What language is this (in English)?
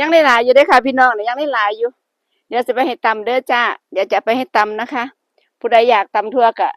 Northeastern Thai